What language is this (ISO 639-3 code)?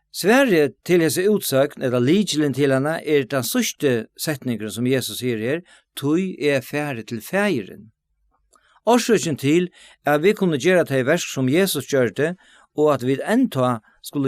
fao